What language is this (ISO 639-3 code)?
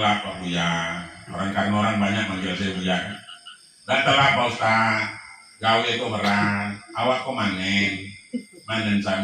min